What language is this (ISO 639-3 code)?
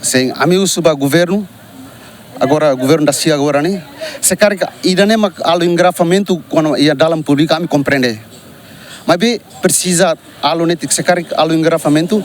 tet